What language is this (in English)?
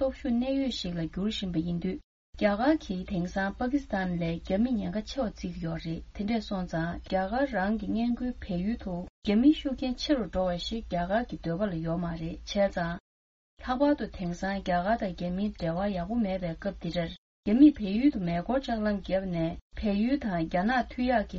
Tibetan